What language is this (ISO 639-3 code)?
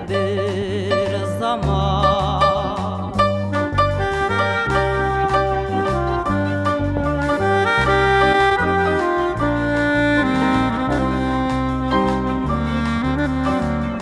tat